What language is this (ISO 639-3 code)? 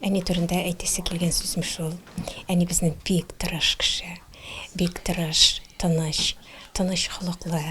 tat